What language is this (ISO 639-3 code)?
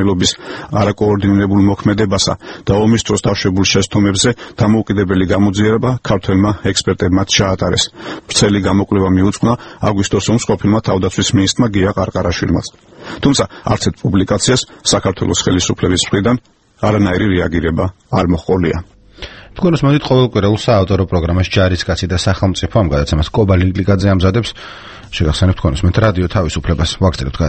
kat